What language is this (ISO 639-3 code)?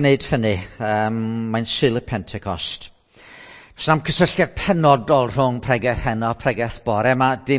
cym